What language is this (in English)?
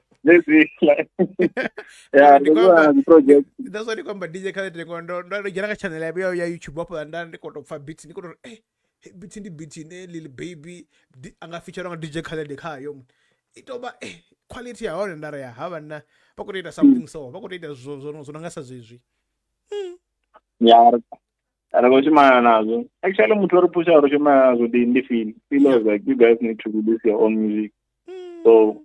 Venda